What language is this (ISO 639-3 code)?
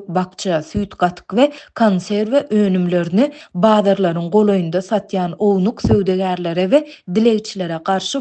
tuk